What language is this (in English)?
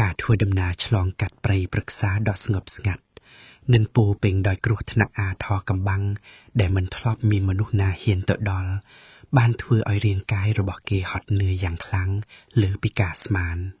Khmer